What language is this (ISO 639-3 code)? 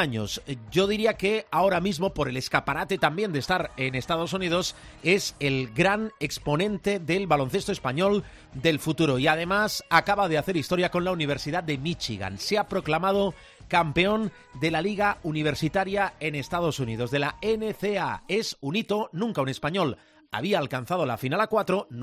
spa